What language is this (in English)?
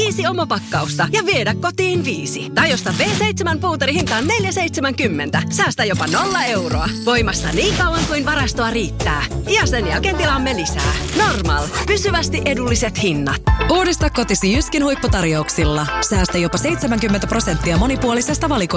Finnish